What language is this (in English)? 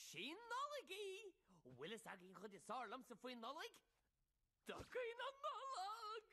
Irish